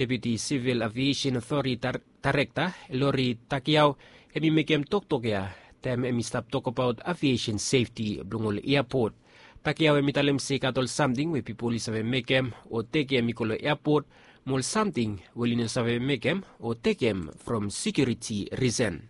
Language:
Bislama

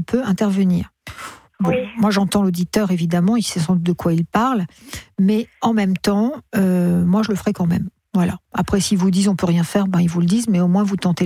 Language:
French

